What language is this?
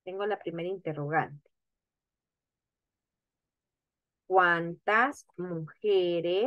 Spanish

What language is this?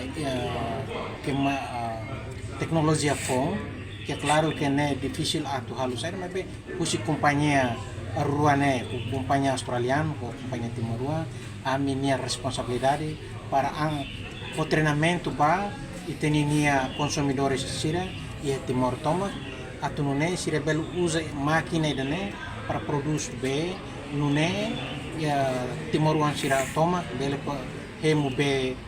Tetum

